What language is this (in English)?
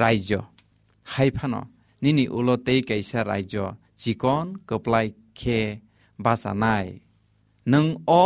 Kok Borok